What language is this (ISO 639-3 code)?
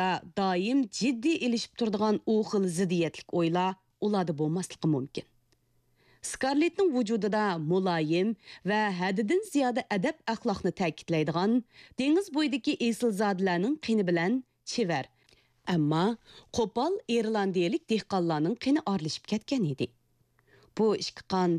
uig